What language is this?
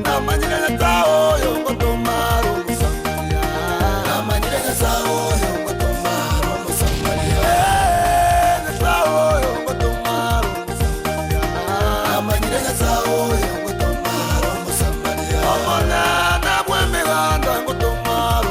Gusii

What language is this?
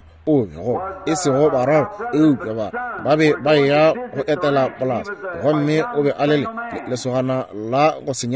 Northern Sotho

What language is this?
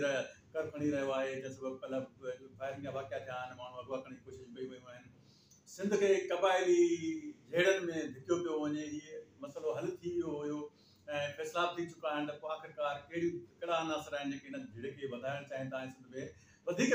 Sindhi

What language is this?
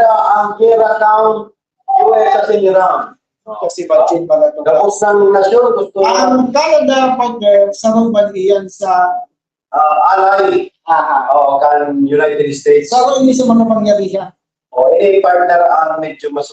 Bikol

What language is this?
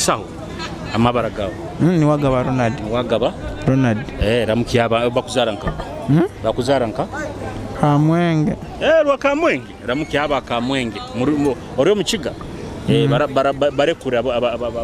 Nyoro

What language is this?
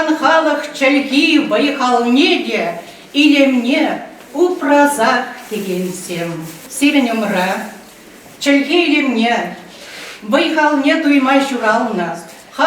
Chuvash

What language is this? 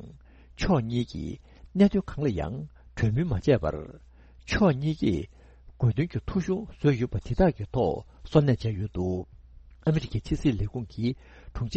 Tibetan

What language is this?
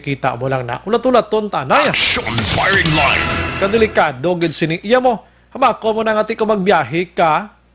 Hiligaynon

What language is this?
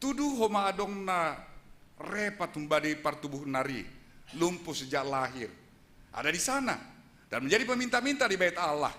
Batak Simalungun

